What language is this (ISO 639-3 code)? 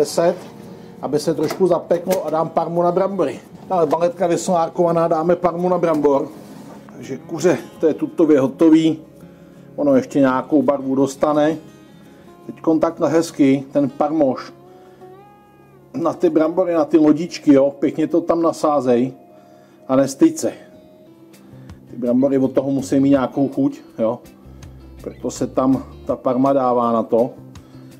ces